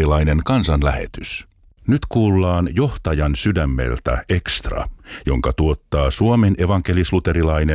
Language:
Finnish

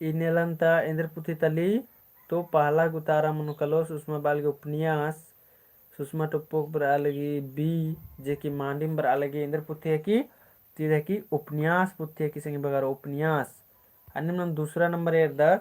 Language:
Kurukh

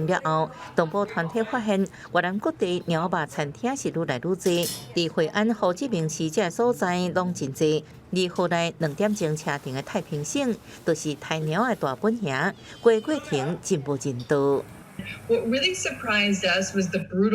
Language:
Min Nan Chinese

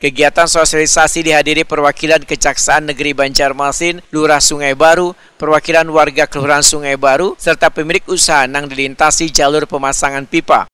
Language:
Banjar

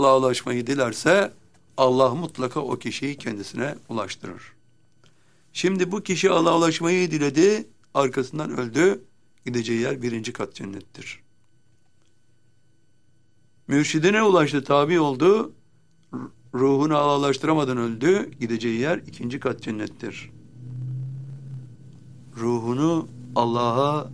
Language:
Turkish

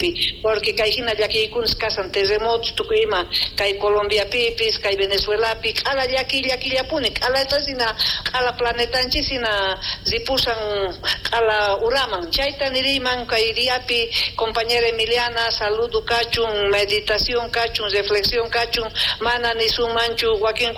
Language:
South Bolivian Quechua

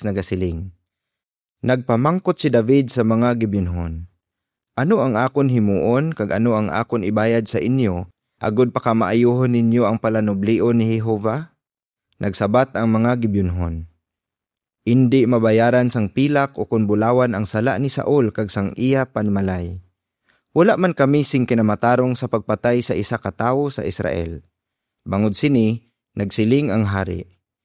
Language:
Hiligaynon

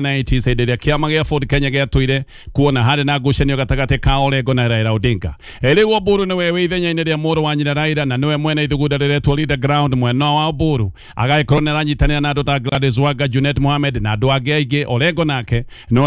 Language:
Kikuyu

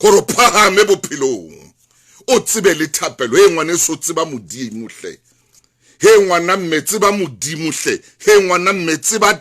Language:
Southern Sotho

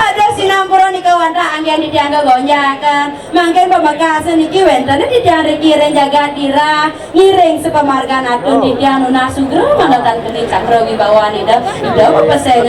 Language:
Balinese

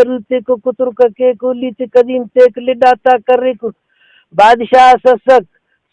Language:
Brahui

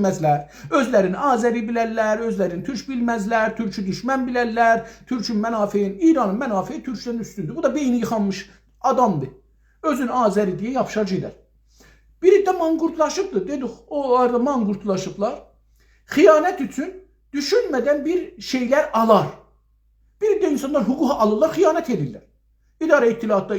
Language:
South Azerbaijani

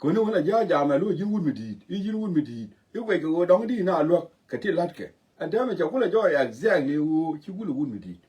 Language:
Nuer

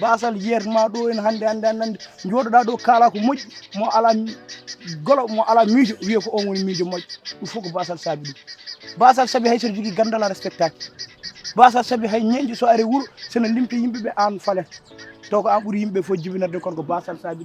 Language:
Fula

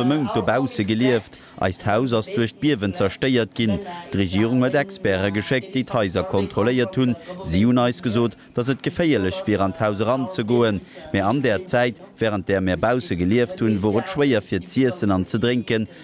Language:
Luxembourgish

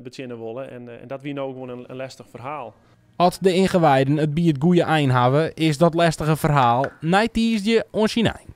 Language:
Western Frisian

